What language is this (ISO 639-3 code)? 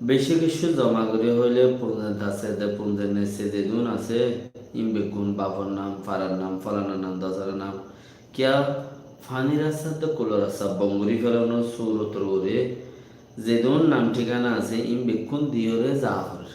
rhg